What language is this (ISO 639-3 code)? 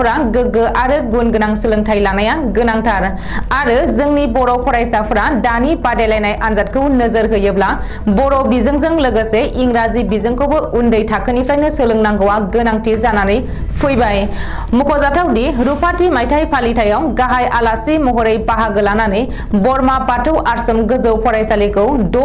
brx